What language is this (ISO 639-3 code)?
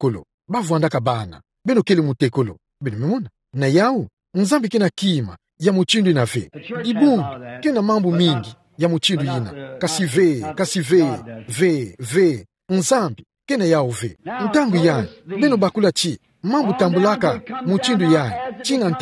ktu